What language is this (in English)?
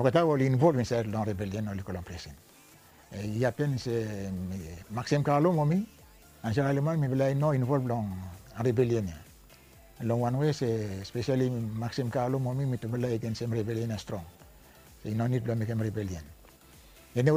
Bislama